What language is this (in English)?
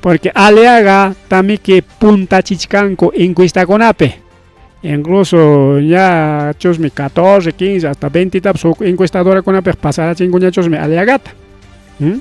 Ayacucho Quechua